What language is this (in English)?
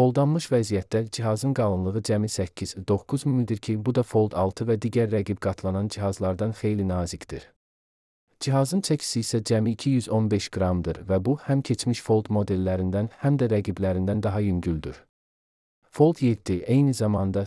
Azerbaijani